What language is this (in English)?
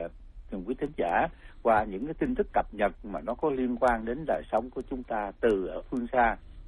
Vietnamese